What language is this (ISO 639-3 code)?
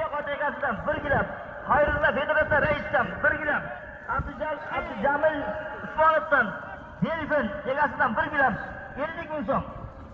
uzb